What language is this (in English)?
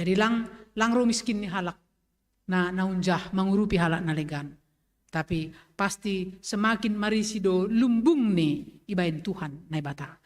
Batak Simalungun